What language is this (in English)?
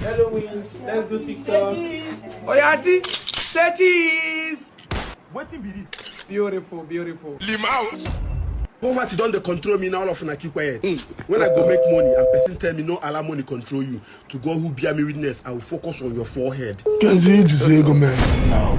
Nigerian Pidgin